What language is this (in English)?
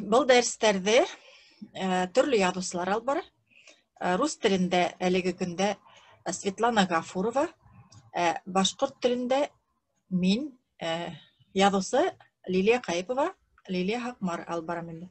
Bashkir